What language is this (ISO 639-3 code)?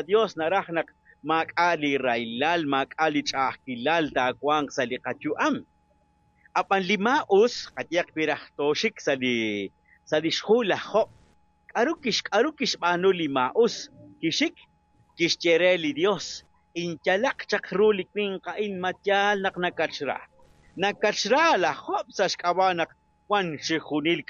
kek